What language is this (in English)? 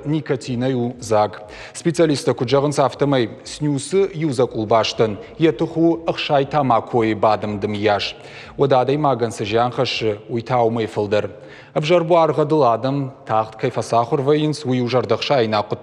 Ossetic